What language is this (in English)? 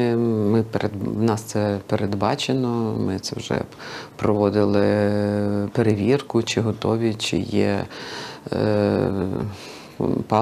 Ukrainian